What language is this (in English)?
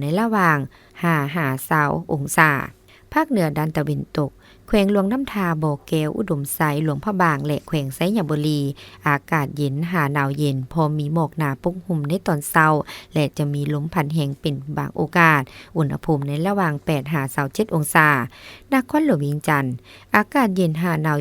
Lao